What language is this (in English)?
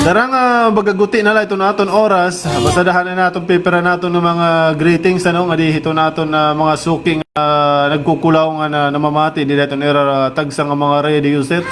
Waray